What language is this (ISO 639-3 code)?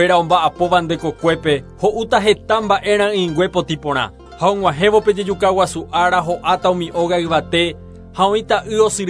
grn